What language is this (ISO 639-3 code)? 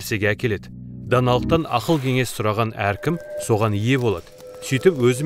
kaz